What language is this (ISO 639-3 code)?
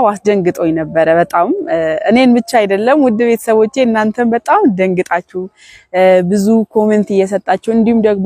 amh